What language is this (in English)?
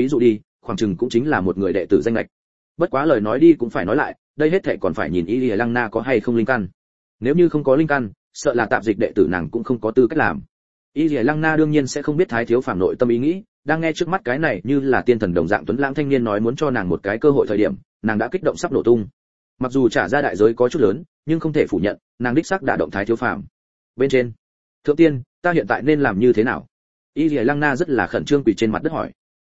Vietnamese